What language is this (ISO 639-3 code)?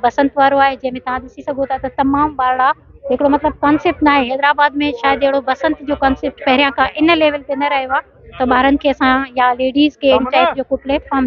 snd